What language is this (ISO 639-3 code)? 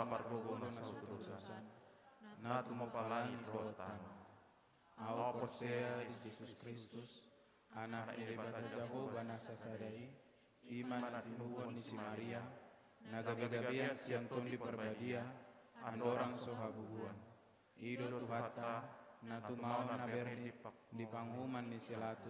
bbc